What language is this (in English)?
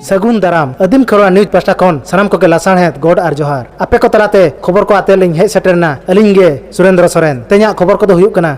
Santali